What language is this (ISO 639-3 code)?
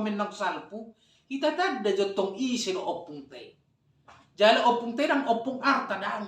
bbc